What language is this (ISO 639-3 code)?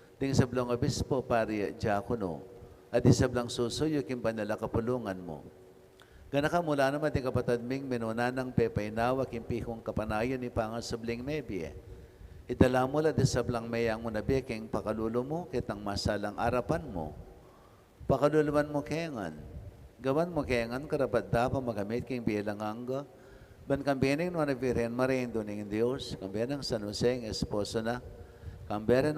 pam